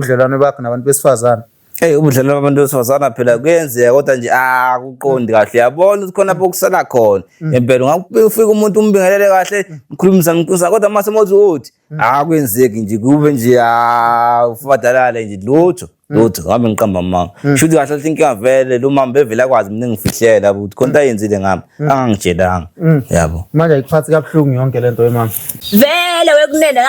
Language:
Zulu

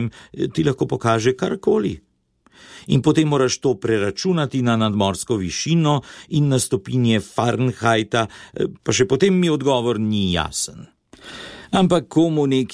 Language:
Slovenian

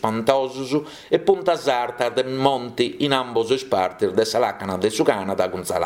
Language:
Sardinian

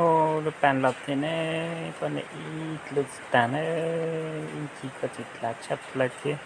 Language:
Hmong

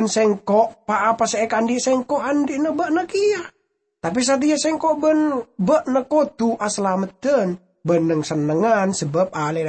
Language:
Madurese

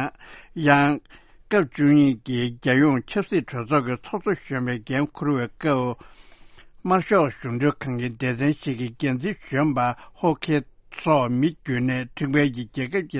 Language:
Tibetan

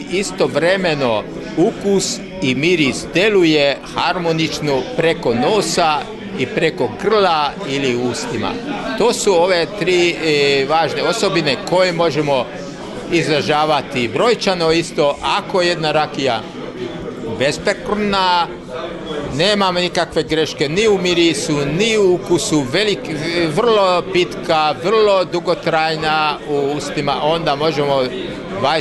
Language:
Serbian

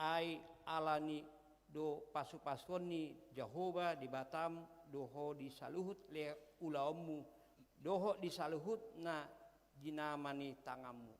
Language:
Batak Toba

